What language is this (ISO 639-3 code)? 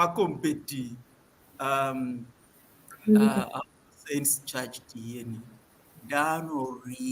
ach